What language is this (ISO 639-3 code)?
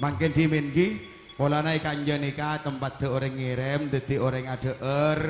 mad